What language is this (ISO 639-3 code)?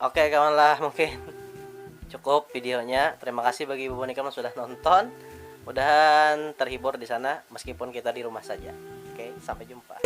bjn